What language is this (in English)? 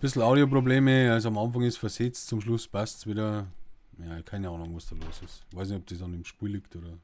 Bavarian